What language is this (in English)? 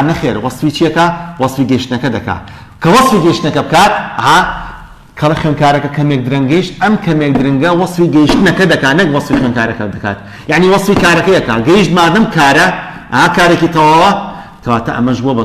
Central Kurdish